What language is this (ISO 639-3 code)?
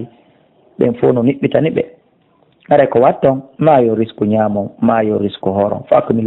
ful